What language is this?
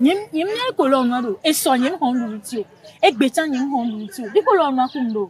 Ewe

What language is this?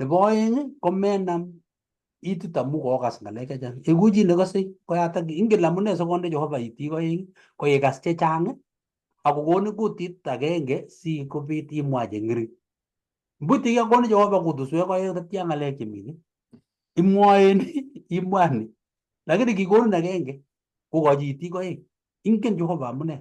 Kalenjin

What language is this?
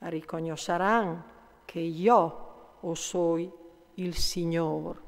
Friulian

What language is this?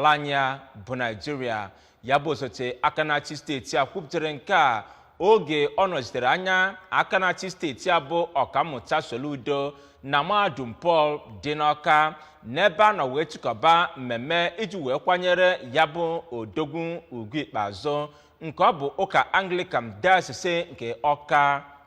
Igbo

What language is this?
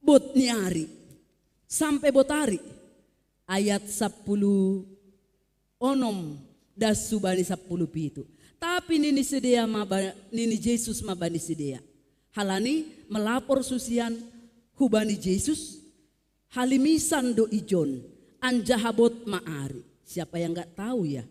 Batak Simalungun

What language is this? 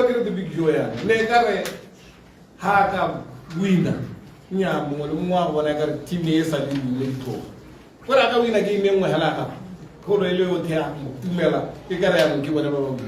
Tswana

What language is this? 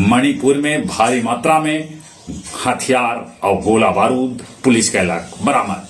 Magahi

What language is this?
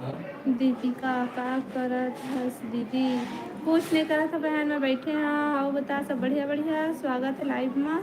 Chhattisgarhi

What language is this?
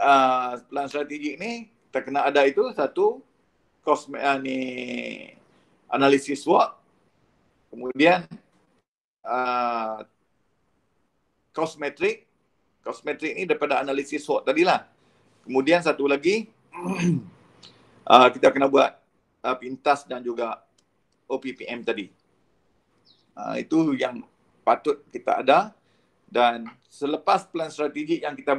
Malay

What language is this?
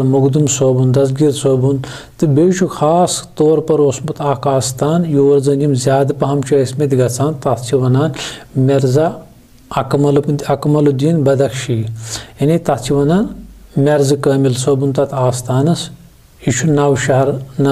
Kashmiri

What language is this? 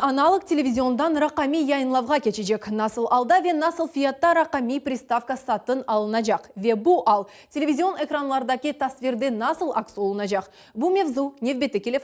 Crimean Tatar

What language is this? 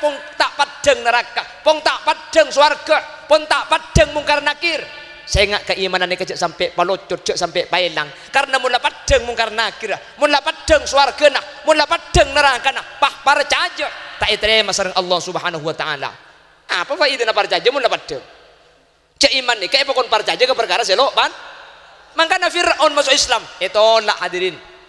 Madurese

